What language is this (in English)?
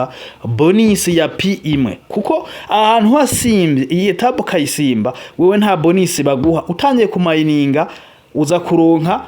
Rundi